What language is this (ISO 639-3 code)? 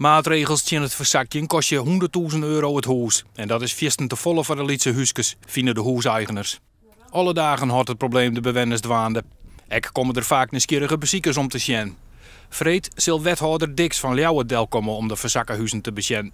fry